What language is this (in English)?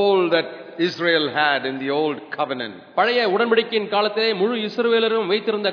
Tamil